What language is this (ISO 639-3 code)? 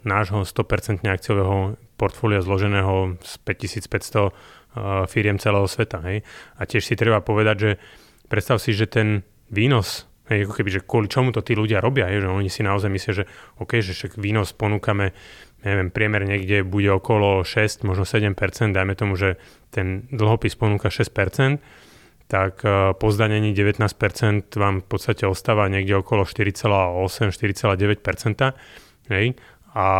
slk